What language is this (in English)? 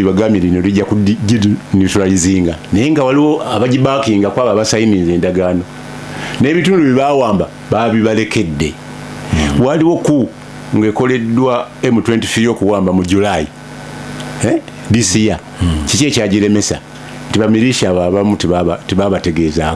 Ganda